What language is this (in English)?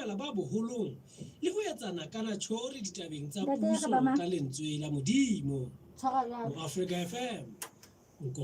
Southern Sotho